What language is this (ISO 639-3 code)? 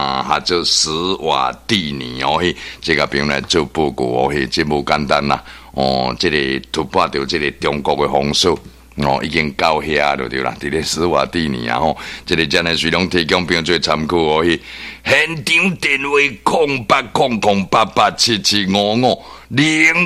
nan